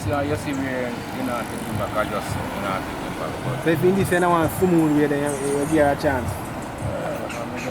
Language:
Jamaican Creole English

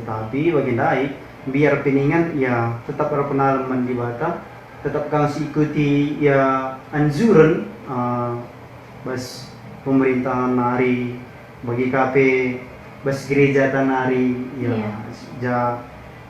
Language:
Batak Karo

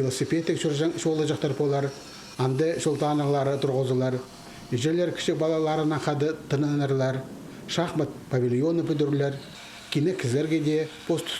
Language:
Khakas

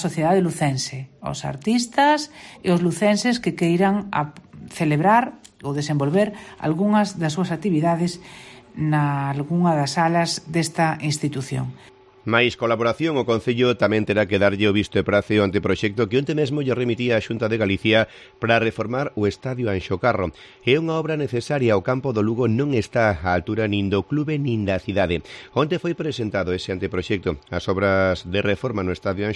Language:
Galician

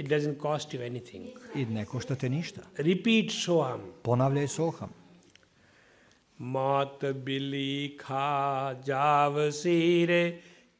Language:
Serbian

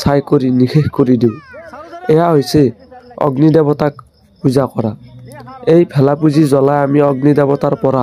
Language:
Assamese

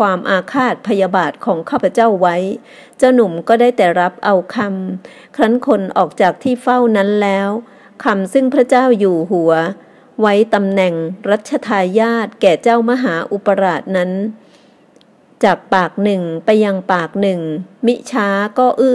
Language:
Thai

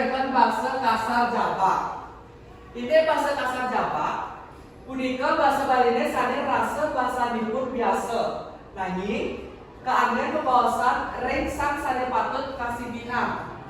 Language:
Balinese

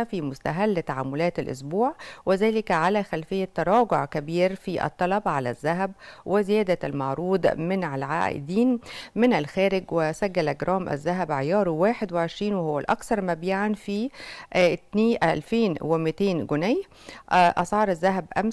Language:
Egyptian Arabic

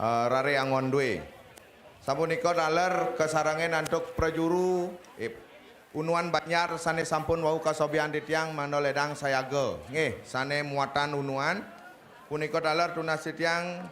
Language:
Balinese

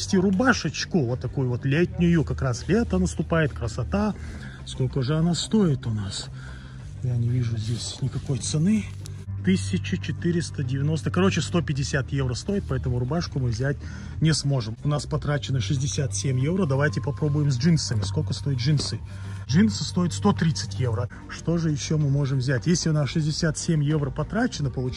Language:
Russian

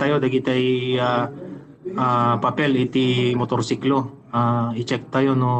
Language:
Iloko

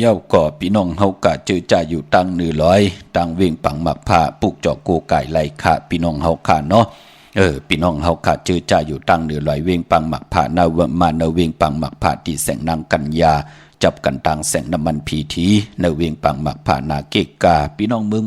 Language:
Shan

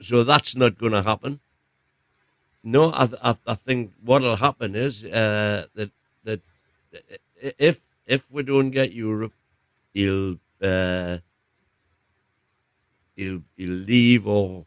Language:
English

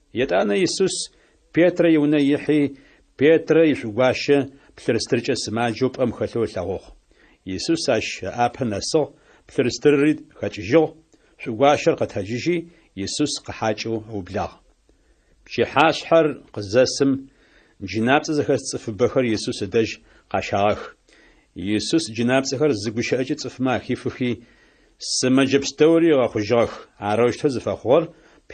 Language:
Adyghe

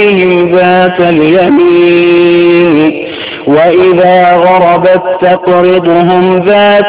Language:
Arabic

